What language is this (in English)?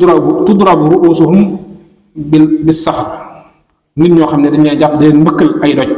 Wolof